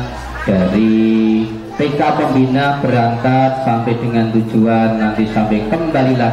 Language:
Indonesian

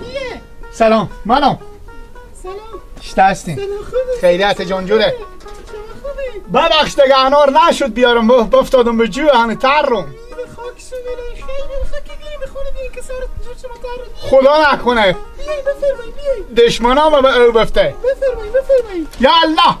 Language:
Persian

